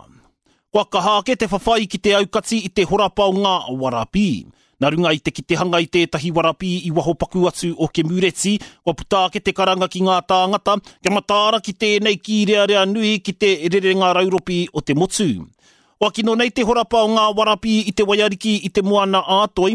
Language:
Māori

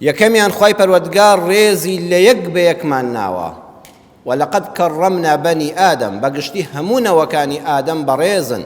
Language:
Central Kurdish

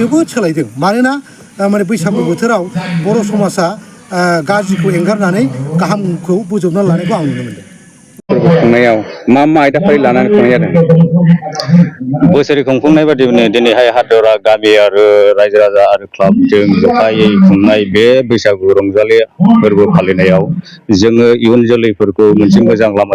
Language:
Bodo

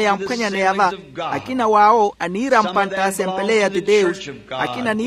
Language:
Makhuwa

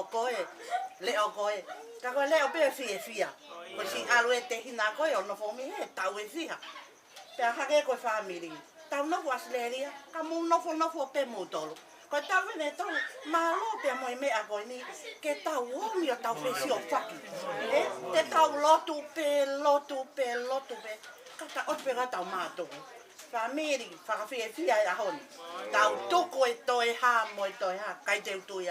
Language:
Tongan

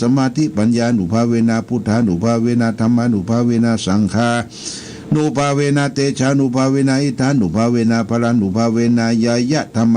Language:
Pali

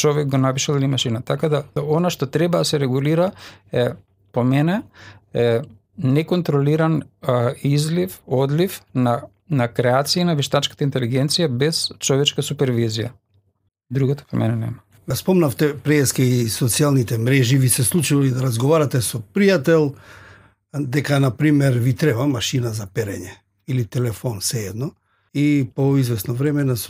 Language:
Macedonian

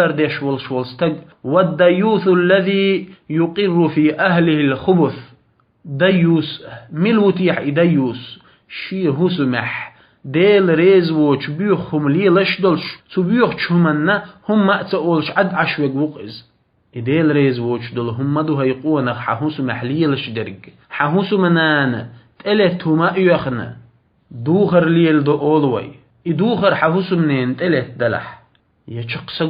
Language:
Chechen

